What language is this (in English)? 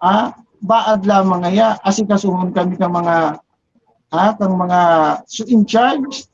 Bikol